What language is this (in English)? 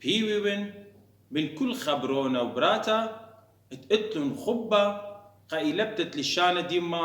Assyrian Neo-Aramaic